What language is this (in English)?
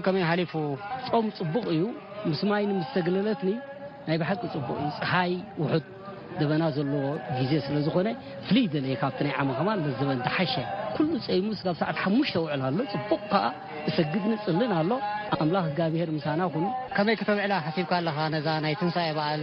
Tigrinya